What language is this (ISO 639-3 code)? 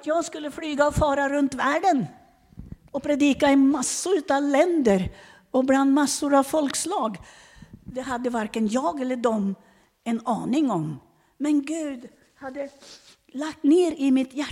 swe